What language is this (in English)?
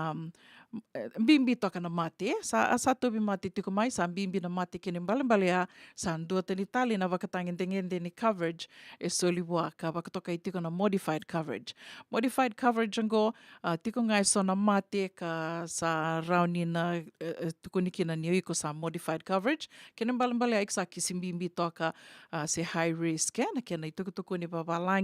Fijian